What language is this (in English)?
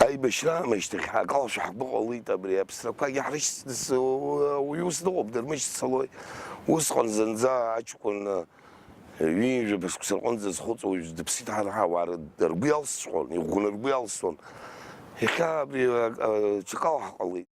Abkhazian